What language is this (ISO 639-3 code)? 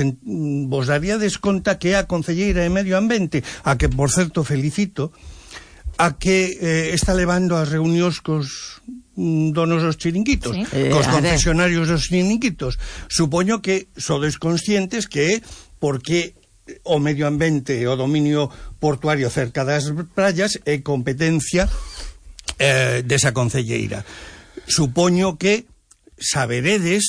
glg